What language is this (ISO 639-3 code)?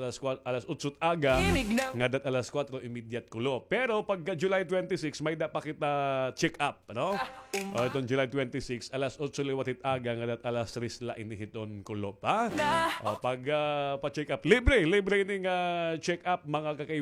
war